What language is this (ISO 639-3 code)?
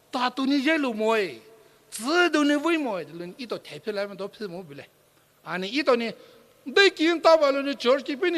pmx